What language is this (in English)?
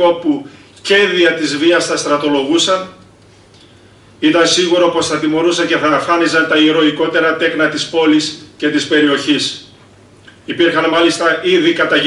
Greek